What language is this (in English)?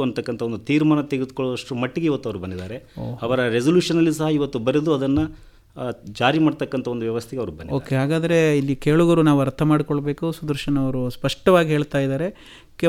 Kannada